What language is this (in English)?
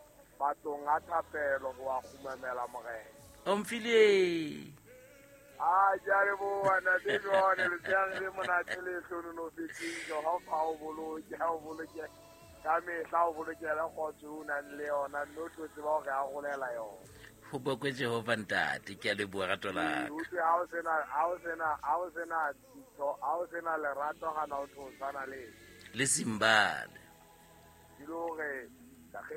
Southern Sotho